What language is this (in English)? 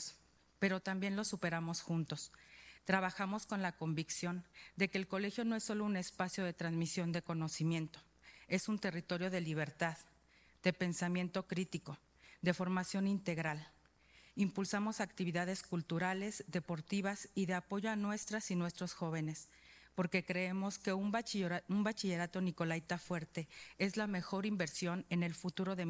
Spanish